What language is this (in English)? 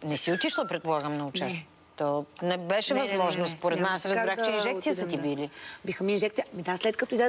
Bulgarian